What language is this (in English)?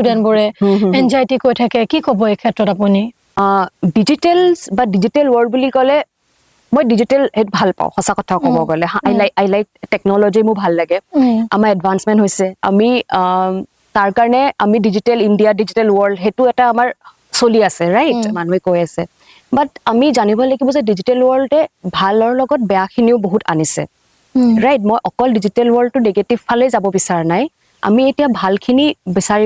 Assamese